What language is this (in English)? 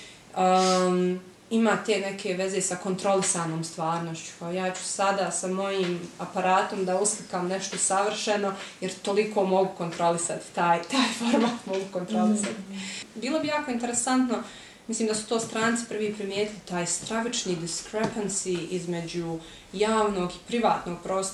Bosnian